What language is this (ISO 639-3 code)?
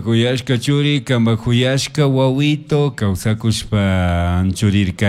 qug